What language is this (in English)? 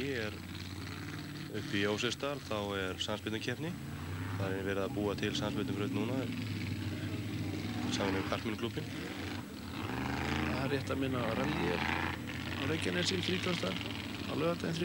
Icelandic